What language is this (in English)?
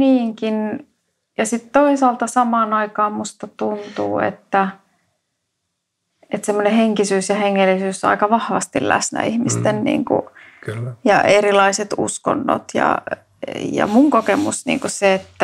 Finnish